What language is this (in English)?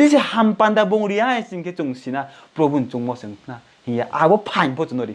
Riang (India)